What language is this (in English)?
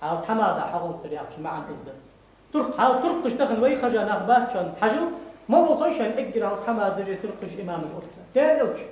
Ingush